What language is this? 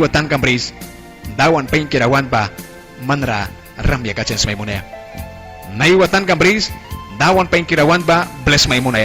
Mískito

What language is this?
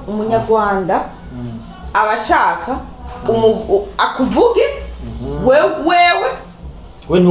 Rundi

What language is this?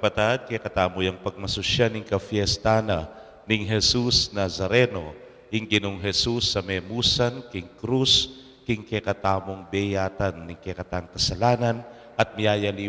Pampanga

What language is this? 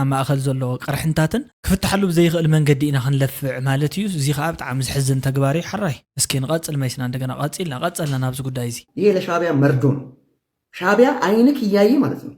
Tigrinya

